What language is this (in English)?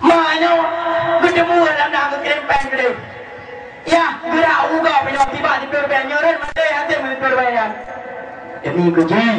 Achinese